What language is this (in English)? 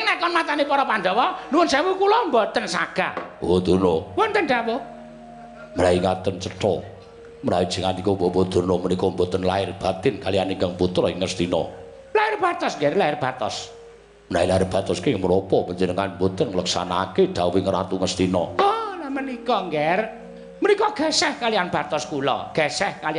Javanese